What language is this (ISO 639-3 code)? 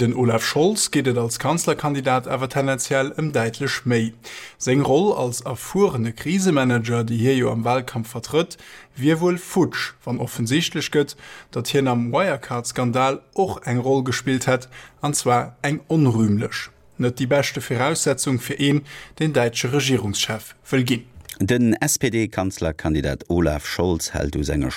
ltz